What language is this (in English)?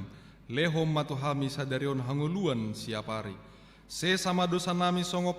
Batak Toba